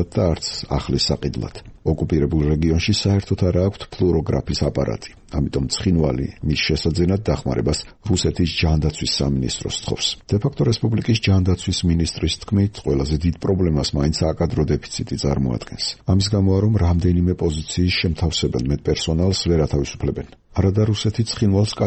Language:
Georgian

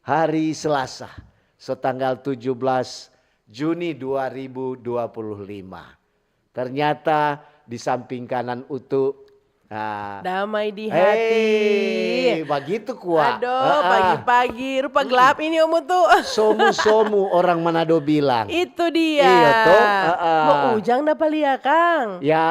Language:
Manado Malay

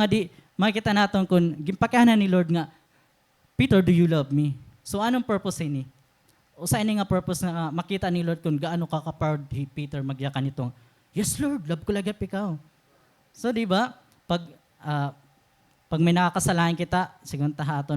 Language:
Waray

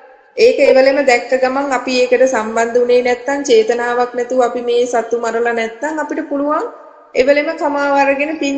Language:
Sinhala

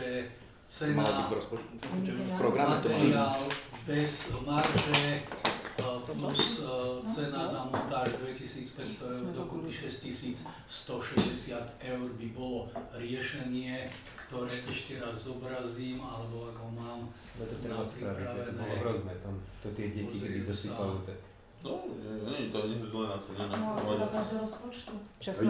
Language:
Slovak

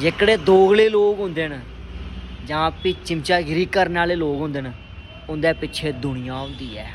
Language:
Dogri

